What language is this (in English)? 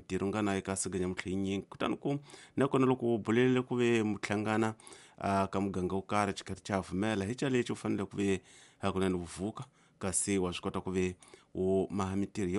Tsonga